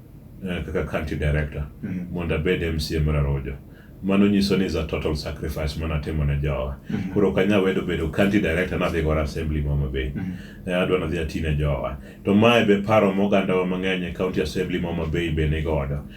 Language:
Luo (Kenya and Tanzania)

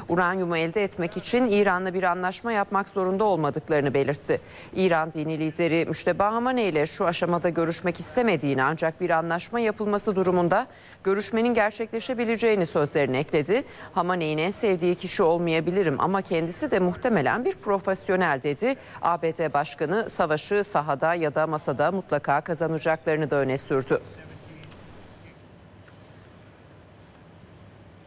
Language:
Turkish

